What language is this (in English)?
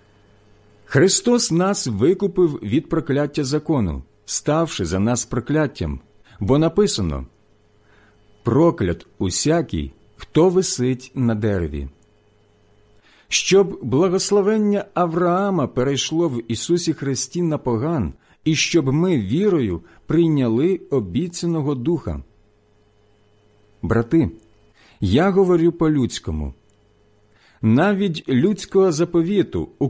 Ukrainian